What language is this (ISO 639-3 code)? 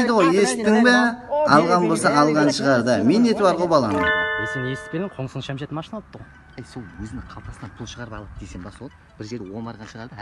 kaa